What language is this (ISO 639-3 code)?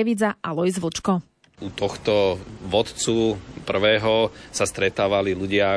slk